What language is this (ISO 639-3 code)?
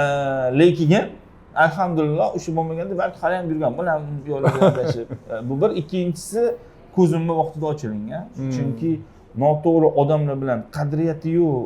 uzb